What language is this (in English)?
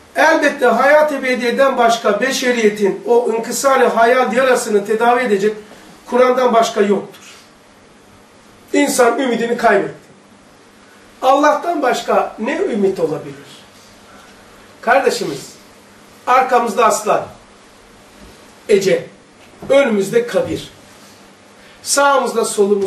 Turkish